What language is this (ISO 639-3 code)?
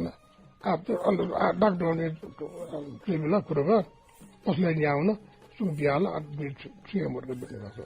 new